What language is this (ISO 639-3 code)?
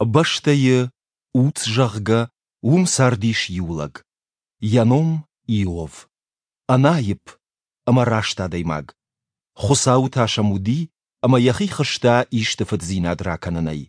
oss